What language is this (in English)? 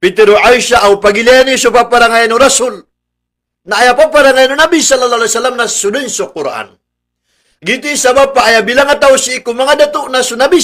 Maranao